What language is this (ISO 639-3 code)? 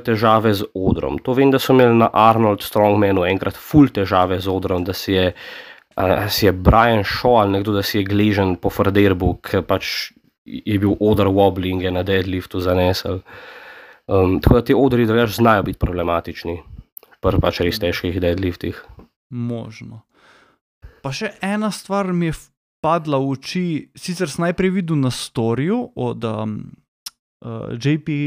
slv